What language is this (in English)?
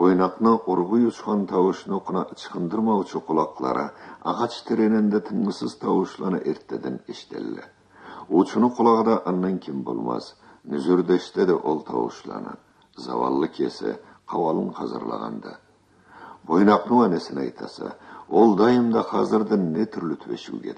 Karachay-Balkar